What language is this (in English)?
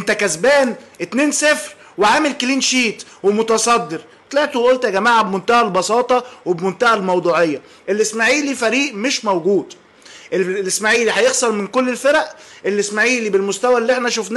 Egyptian Arabic